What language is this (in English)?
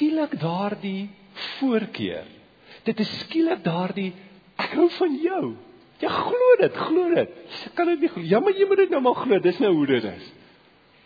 Afrikaans